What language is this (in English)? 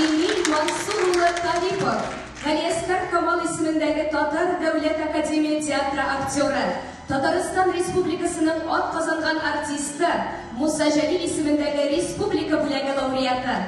Tatar